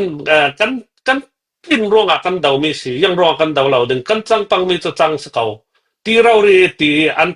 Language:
Falam Chin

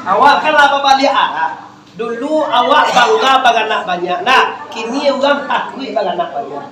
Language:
Minangkabau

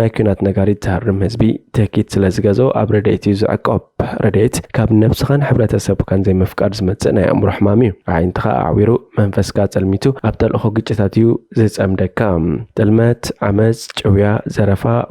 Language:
Tigrinya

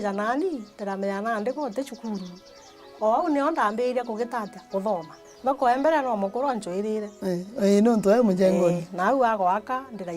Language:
Meru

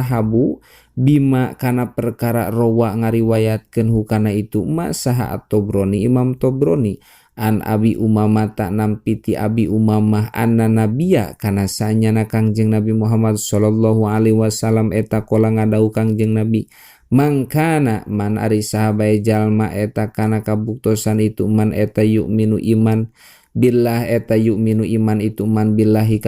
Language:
Sundanese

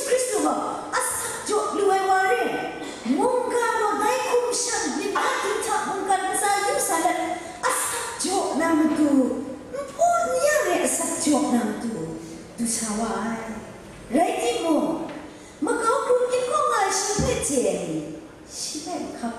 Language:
Kachin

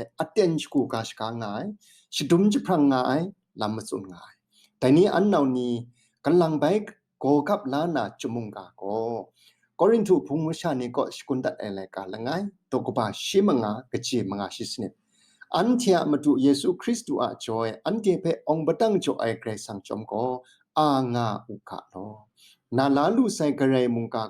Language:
Kachin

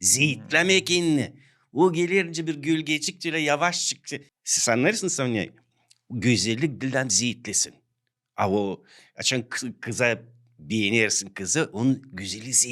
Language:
Gagauz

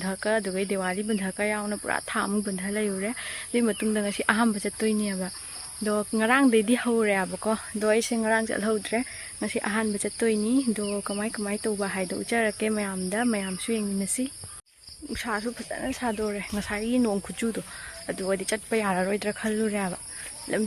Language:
Manipuri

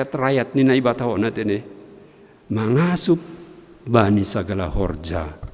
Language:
Batak Simalungun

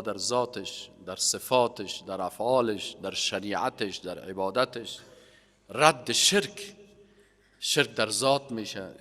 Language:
Persian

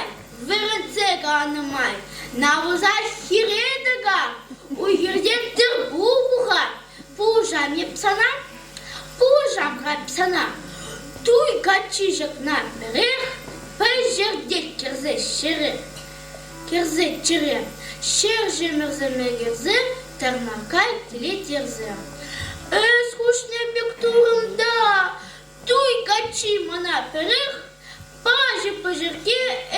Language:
Chuvash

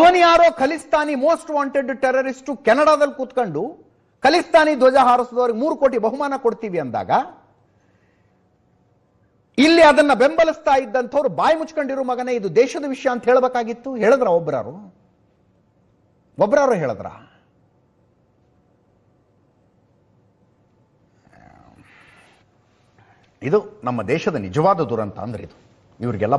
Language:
Kannada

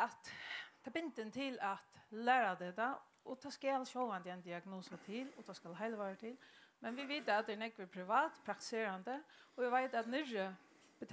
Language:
Faroese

